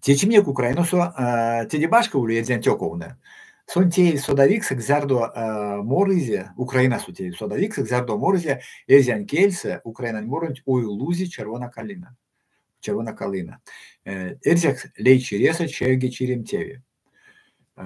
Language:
Erzya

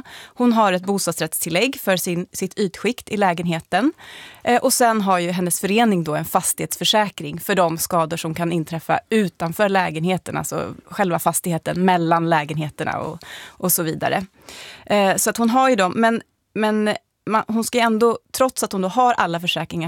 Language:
Swedish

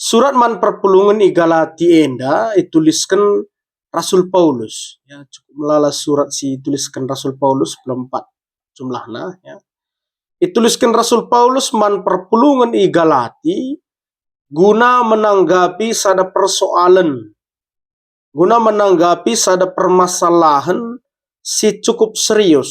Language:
Batak Karo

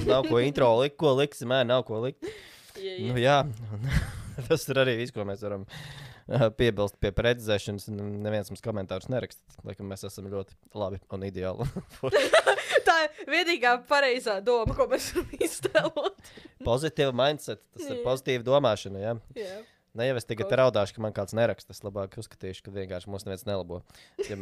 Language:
Latvian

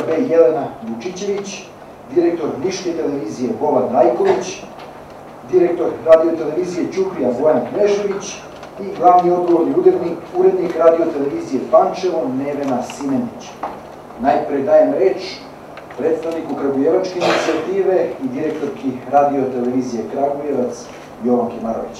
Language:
Serbian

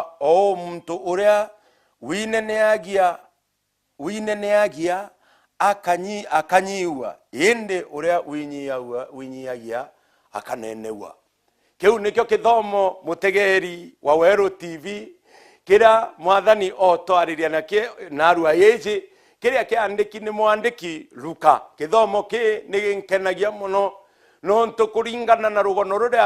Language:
Meru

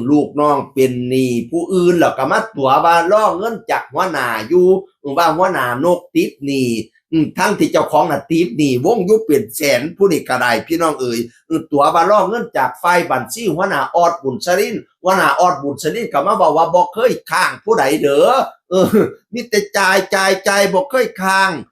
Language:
Northeastern Thai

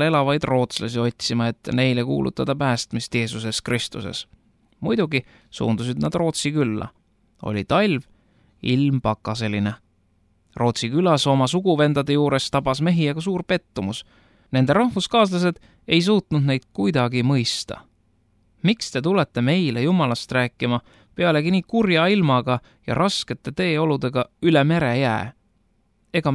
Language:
Estonian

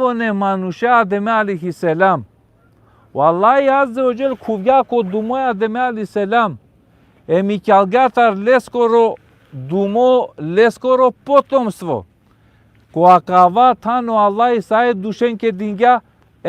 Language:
Balkan Romani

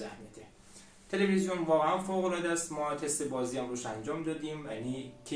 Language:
Persian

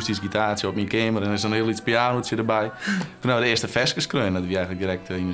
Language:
Western Frisian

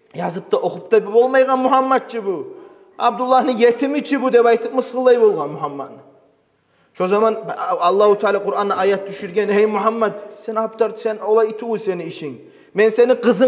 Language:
Kumyk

